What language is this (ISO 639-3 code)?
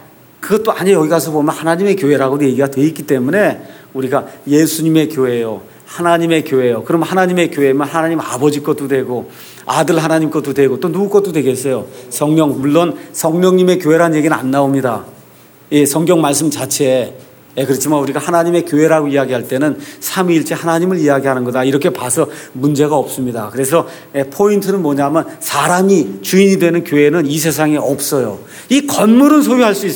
kor